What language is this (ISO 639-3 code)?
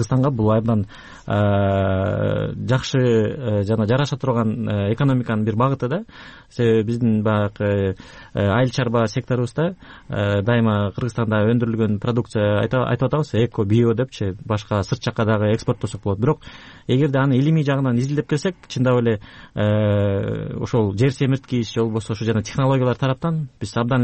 kir